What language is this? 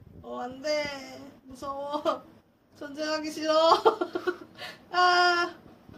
Korean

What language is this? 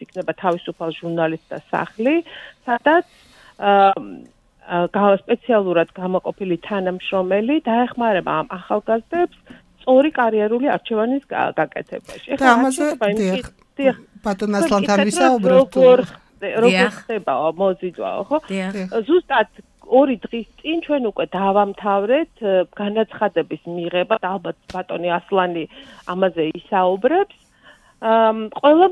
Georgian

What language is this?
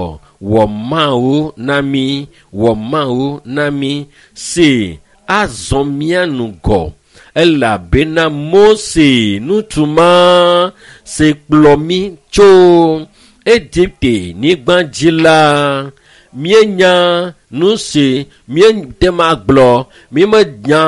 Ewe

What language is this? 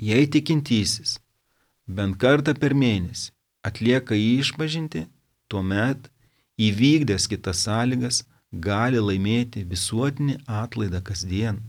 Lithuanian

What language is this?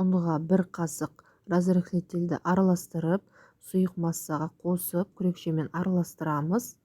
Kazakh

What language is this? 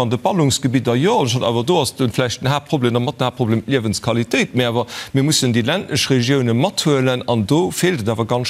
Luxembourgish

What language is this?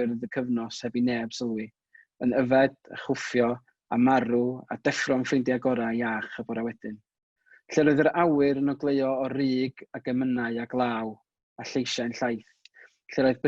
Welsh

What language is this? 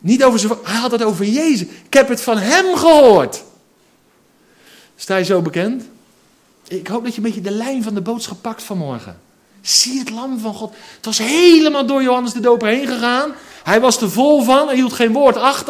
Dutch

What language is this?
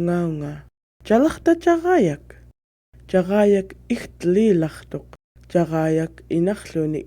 Central Yupik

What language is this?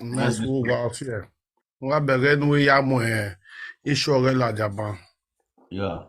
Nigerian Pidgin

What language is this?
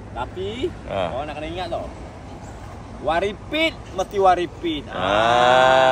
Malay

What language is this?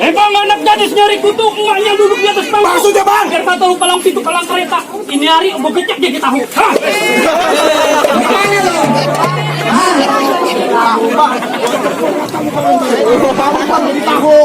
Betawi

